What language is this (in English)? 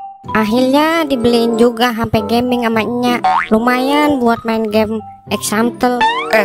Betawi